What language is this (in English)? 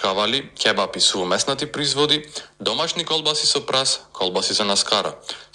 Macedonian